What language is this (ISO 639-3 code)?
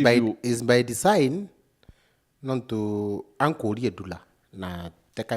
mer